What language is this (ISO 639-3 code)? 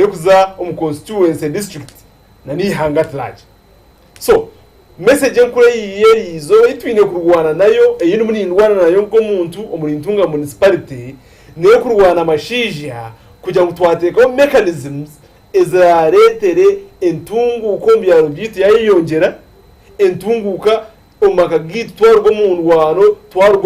nyn